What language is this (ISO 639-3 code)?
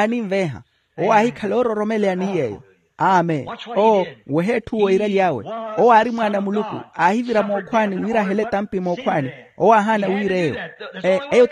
vmw